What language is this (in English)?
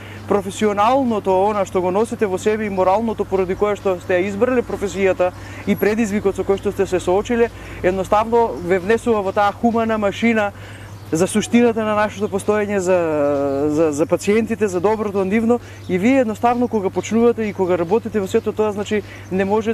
Macedonian